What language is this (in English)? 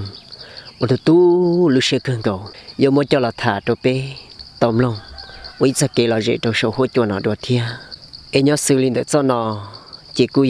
Hmong